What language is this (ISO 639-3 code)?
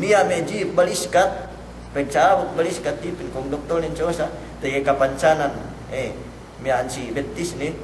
yka